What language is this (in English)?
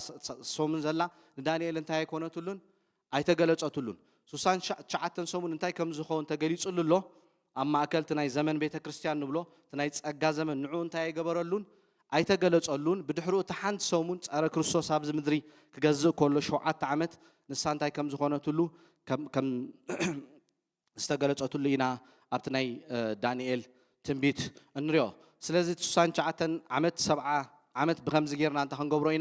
Tigrinya